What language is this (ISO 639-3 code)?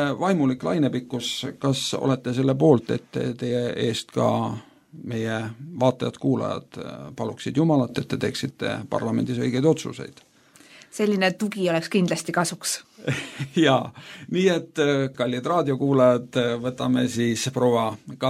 est